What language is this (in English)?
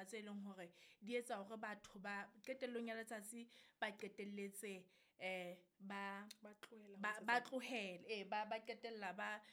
Southern Sotho